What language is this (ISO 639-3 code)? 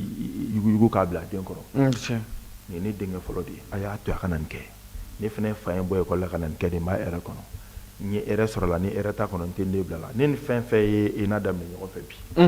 bam